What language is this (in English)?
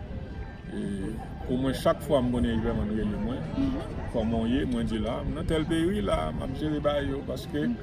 Haitian Creole